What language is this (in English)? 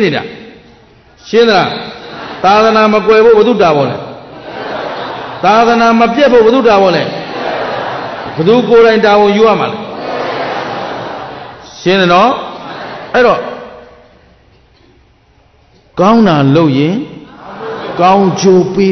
Burmese